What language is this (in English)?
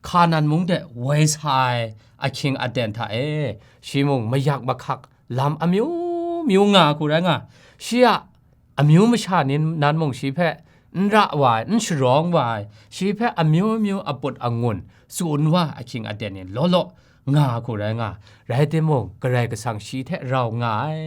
Kachin